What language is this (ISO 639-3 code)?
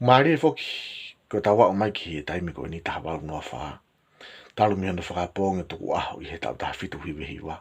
ton